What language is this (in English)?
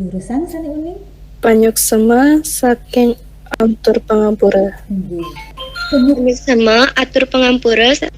Balinese